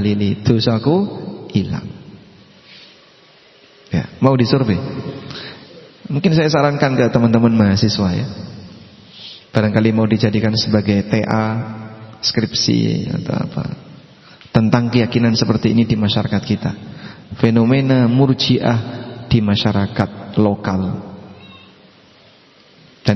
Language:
Indonesian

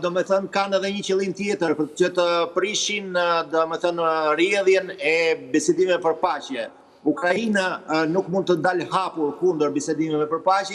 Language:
Albanian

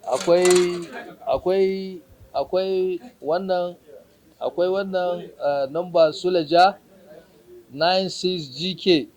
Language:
Hausa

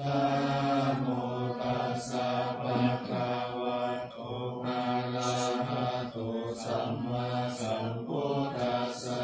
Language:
Pali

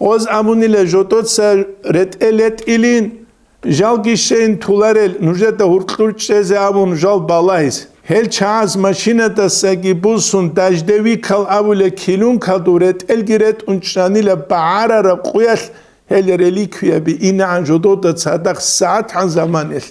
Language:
Avaric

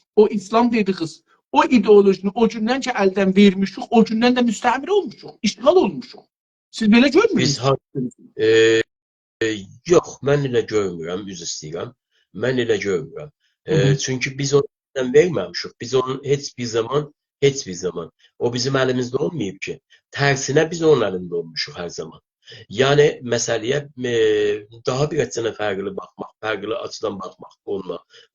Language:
South Azerbaijani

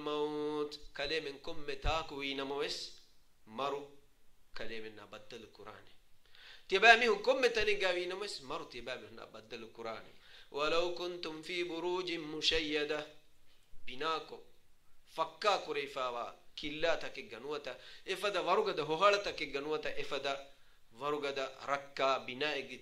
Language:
Divehi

